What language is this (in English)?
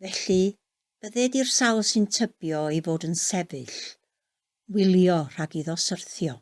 Welsh